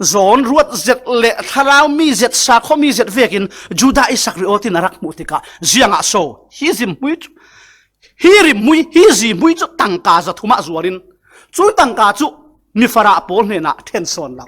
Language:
Falam Chin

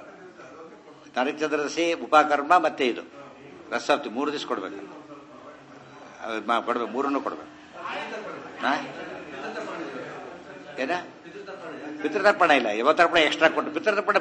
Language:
Kannada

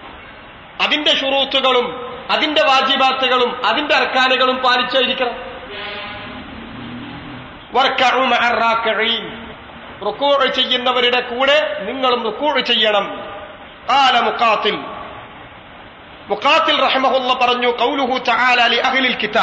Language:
Malayalam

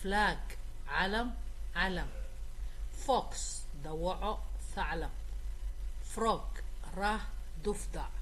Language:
Somali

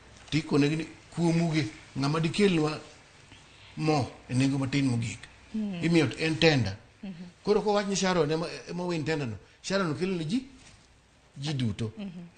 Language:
Luo (Kenya and Tanzania)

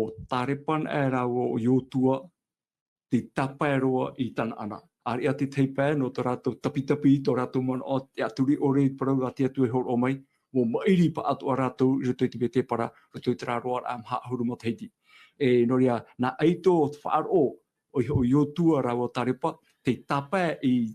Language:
Tahitian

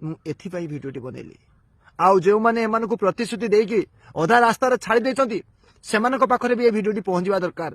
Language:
Odia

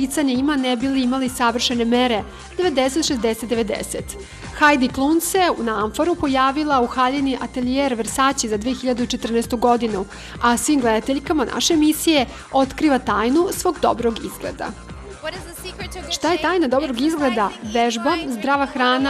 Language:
Serbian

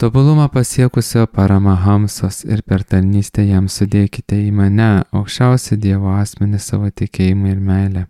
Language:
Lithuanian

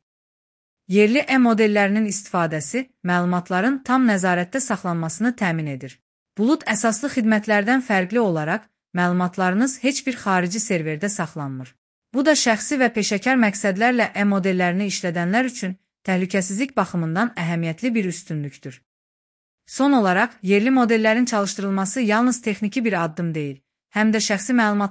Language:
Azerbaijani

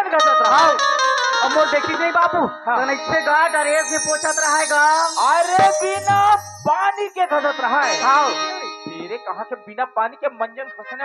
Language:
Chhattisgarhi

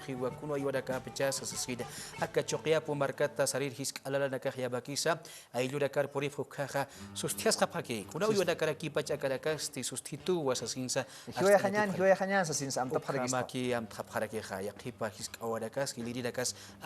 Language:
Aymara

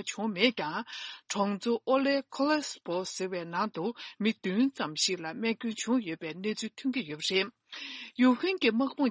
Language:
Tibetan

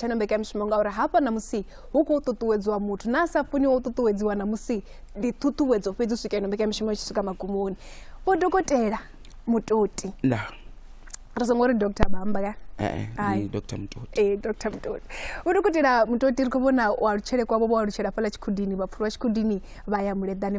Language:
Venda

